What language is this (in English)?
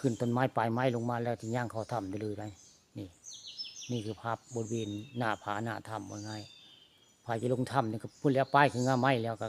Northeastern Thai